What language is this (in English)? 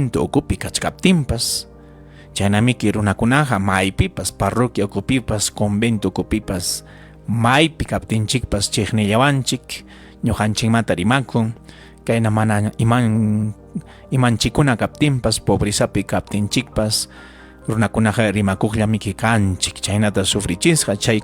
Ayacucho Quechua